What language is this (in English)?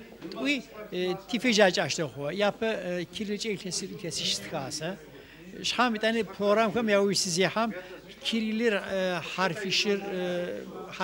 Adyghe